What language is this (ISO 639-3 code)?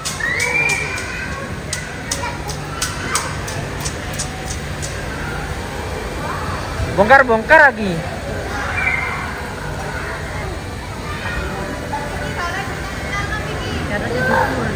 ind